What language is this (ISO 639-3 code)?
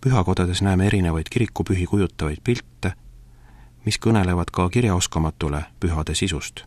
est